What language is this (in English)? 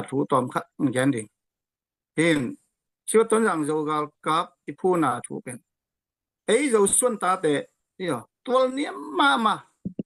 Tedim Chin